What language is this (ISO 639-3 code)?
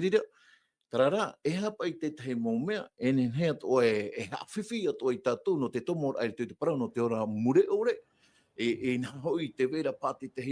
tah